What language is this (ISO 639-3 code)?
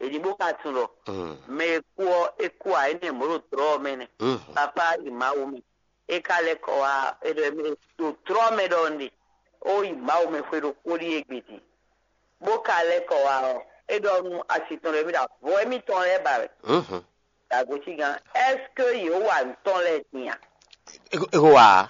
fon